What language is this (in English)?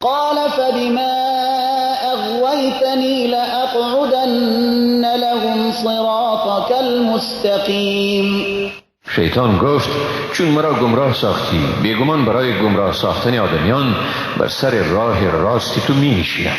Persian